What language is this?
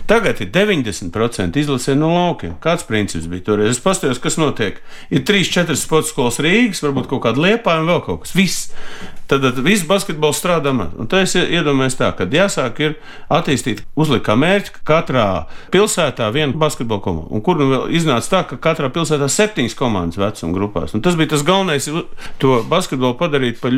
Latvian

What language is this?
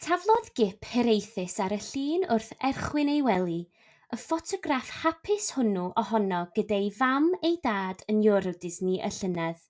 Welsh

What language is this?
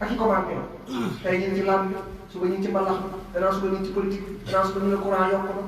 Wolof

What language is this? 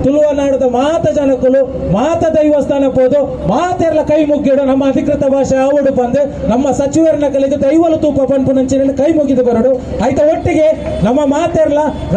Tulu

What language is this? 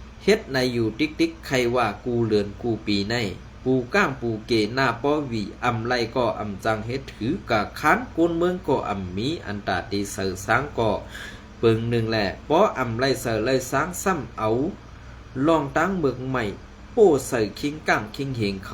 Shan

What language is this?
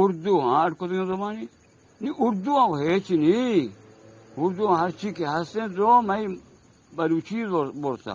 Eastern Balochi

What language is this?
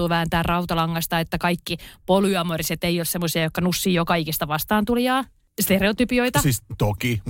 Finnish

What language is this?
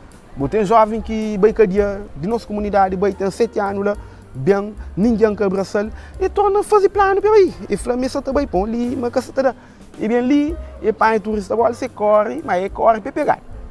Kabuverdianu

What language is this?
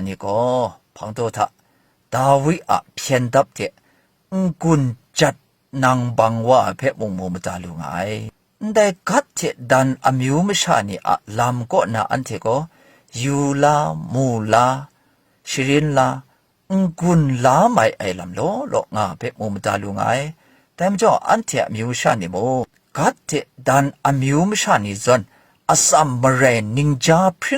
Kachin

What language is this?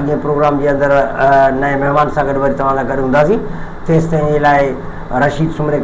Sindhi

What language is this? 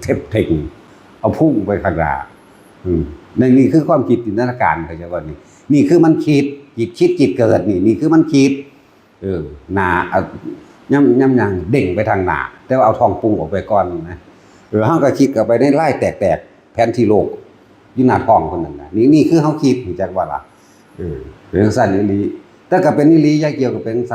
Northeastern Thai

